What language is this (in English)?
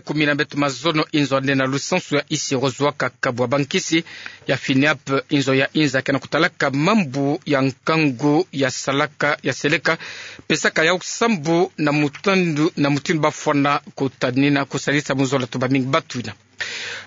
Kituba (Democratic Republic of Congo)